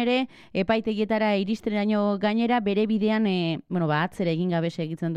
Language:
Basque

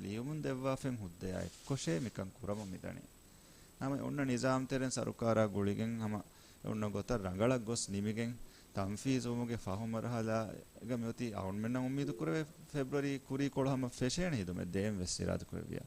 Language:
Divehi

